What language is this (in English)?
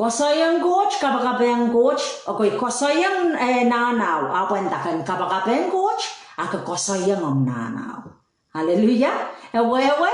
Pohnpeian